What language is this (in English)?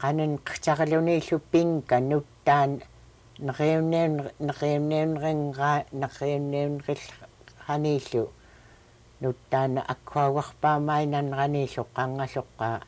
Central Yupik